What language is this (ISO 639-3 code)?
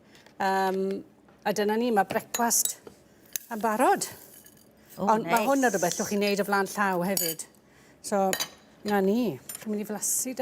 cym